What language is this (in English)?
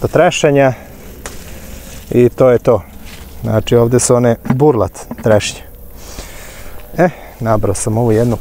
Croatian